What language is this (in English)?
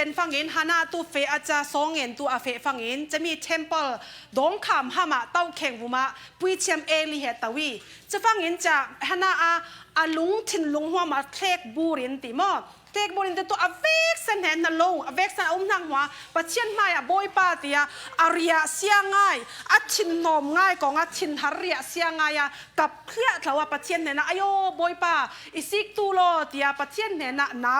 Falam Chin